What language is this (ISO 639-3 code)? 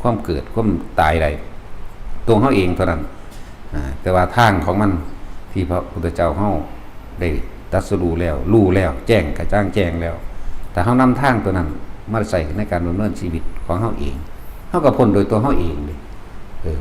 lao